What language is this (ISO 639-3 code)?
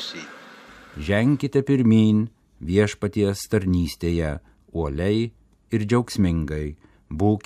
lit